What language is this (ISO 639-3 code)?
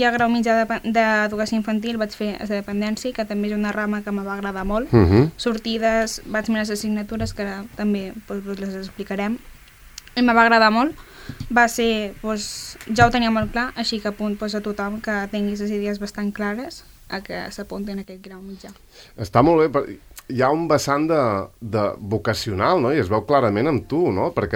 cat